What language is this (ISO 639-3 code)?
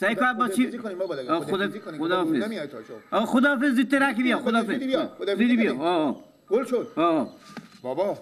fas